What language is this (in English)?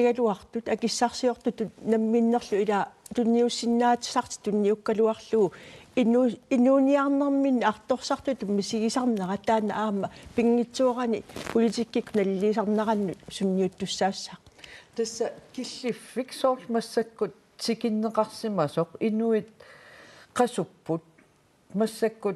Kalaallisut